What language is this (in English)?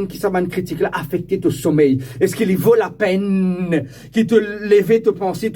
Morisyen